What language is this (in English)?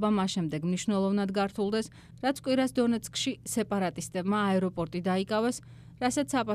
Georgian